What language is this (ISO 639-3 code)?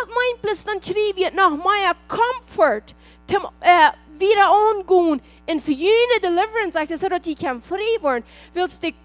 pdt